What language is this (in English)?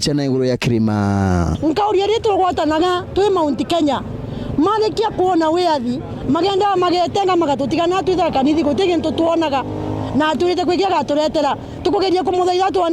Meru